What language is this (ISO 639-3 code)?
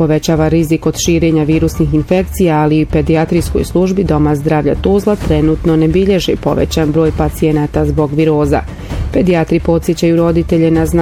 bos